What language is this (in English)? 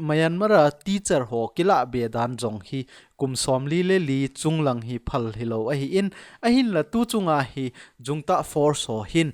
Thado Chin